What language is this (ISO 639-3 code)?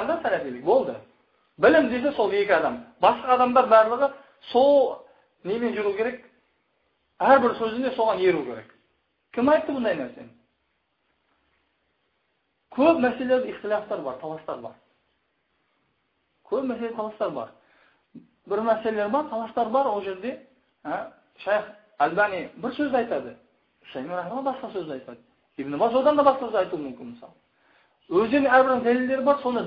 kaz